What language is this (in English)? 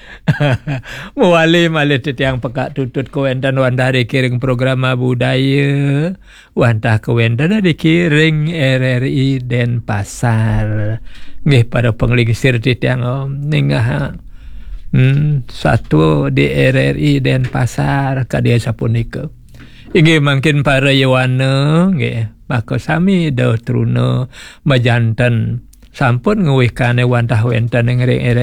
Balinese